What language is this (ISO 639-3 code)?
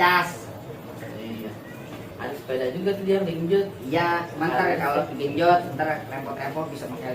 bew